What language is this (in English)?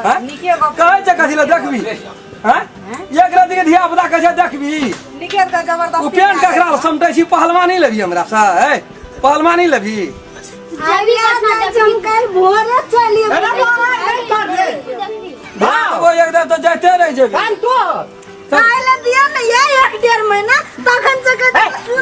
Maithili